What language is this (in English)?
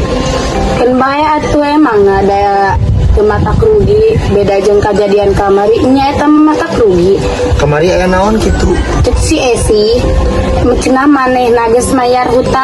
Sundanese